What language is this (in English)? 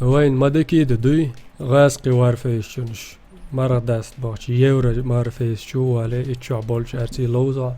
Chechen